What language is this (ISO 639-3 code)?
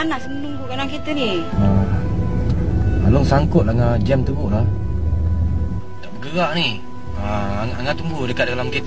msa